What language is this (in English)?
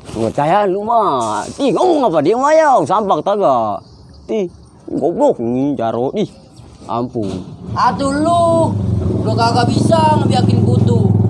Betawi